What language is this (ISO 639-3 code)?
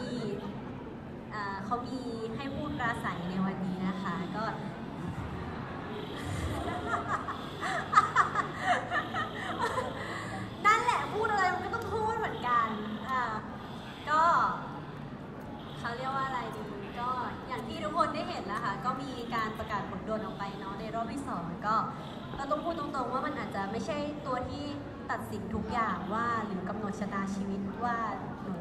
tha